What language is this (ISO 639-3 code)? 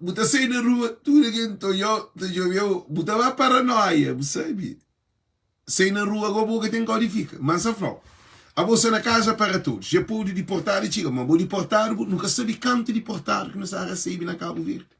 kea